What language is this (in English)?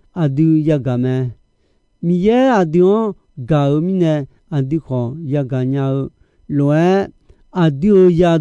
Akha